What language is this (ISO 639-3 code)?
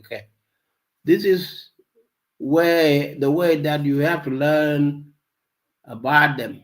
nus